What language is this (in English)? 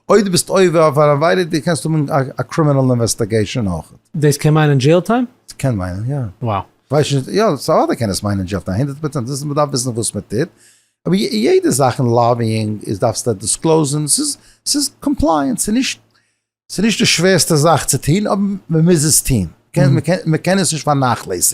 Yiddish